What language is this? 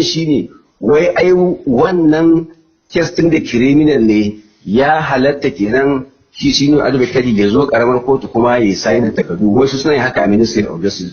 Hausa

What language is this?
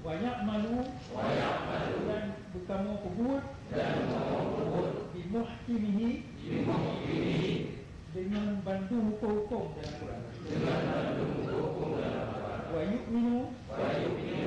Achinese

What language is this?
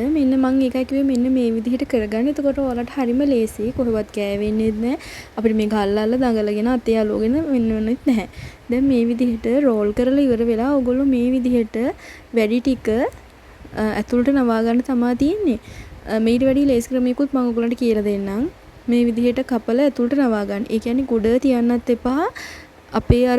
Sinhala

